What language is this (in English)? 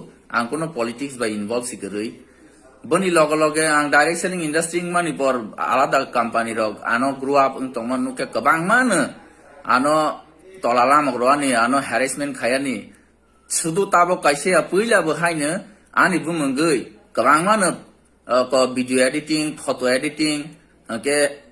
Kok Borok